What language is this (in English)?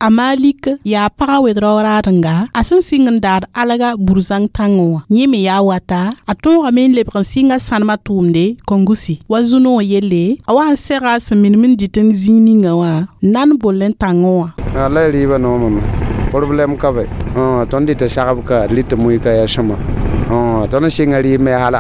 Mossi